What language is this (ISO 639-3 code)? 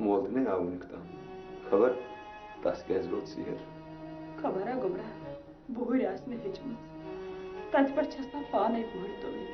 kas